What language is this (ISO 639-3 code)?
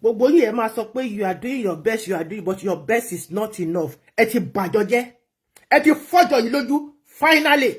yor